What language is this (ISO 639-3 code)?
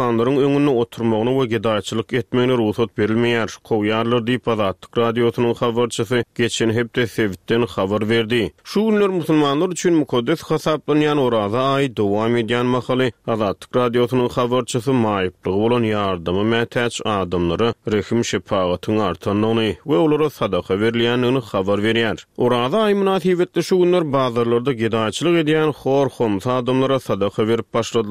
tuk